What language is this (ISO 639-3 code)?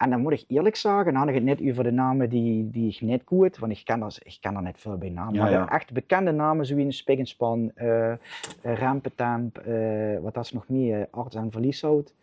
lim